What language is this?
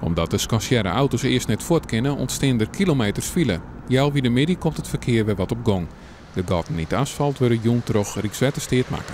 Western Frisian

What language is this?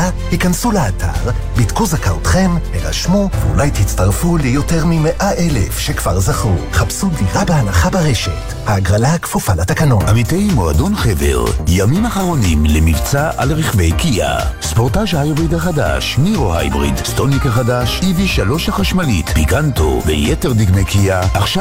Hebrew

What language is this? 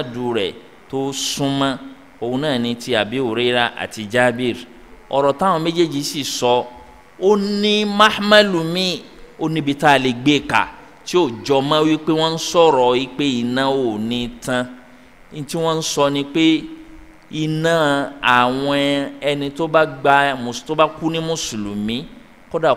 Yoruba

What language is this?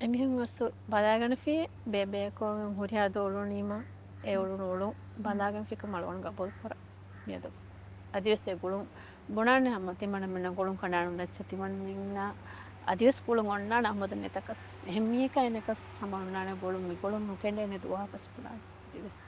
Divehi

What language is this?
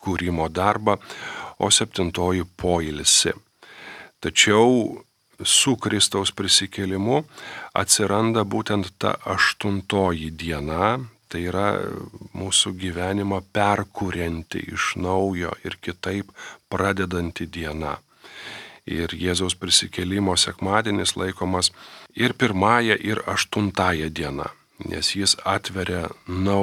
Lithuanian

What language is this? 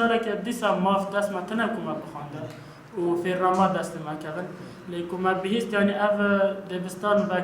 Kurdish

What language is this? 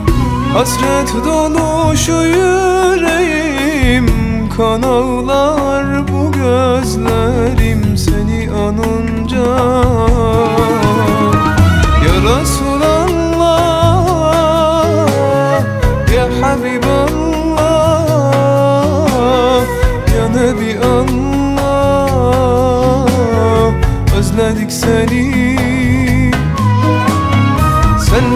Turkish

